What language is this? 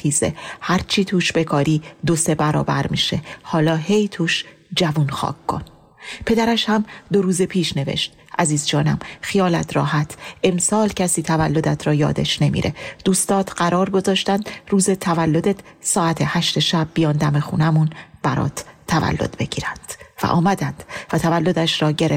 Persian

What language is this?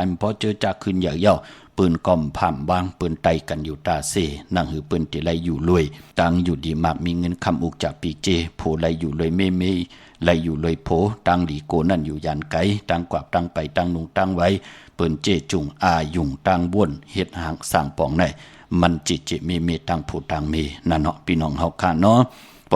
Shan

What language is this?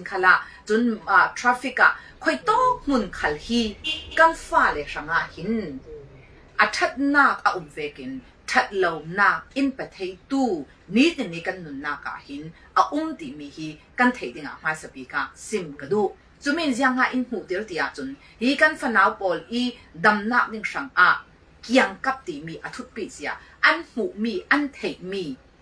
Falam Chin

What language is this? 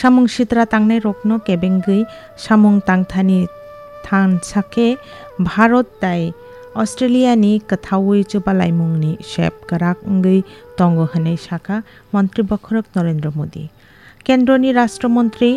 Kok Borok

